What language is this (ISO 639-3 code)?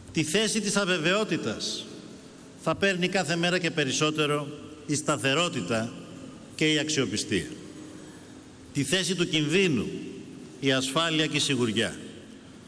ell